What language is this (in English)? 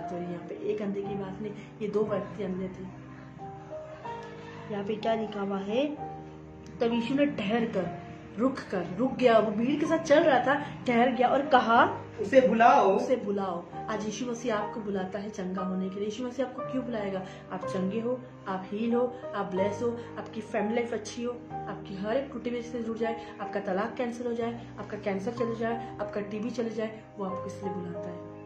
Hindi